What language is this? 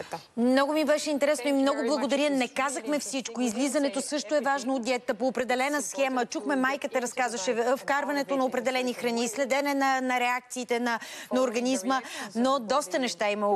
Bulgarian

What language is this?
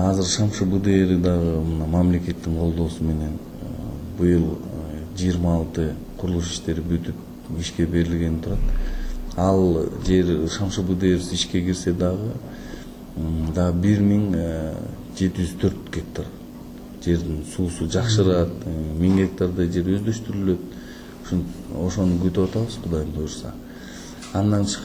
Kyrgyz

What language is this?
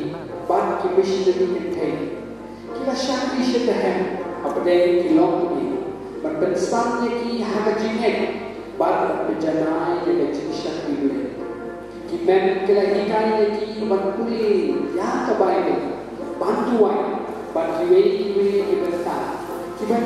Khasi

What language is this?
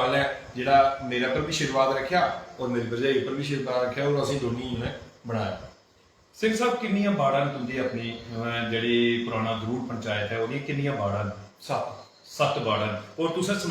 Dogri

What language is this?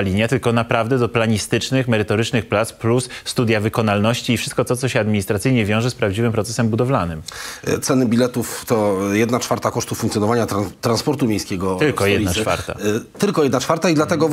Polish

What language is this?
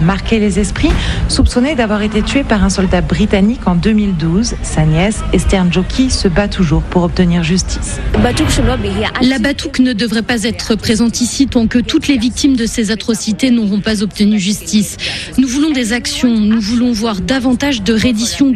French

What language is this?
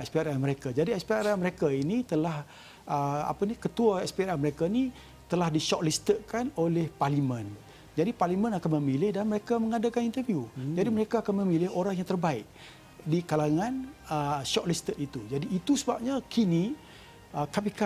Malay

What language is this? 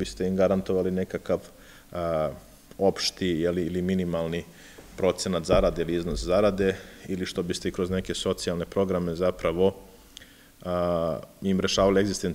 Serbian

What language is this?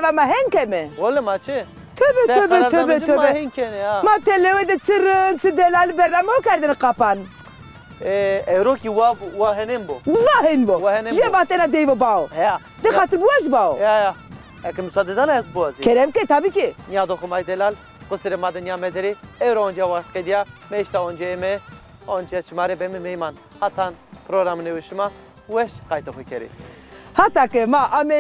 Zaza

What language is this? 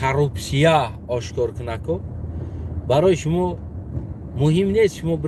Tajik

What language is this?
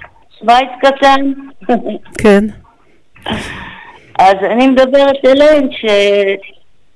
Hebrew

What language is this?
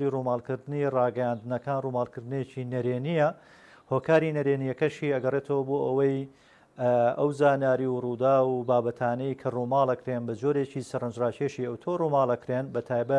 Central Kurdish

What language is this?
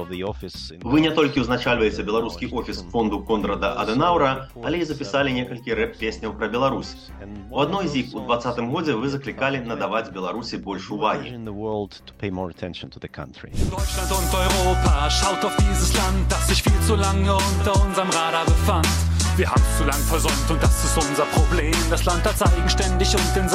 Belarusian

